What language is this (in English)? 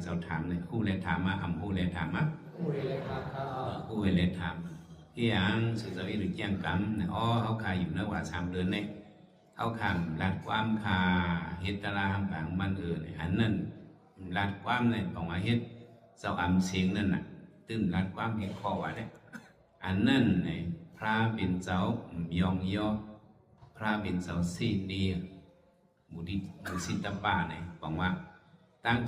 Shan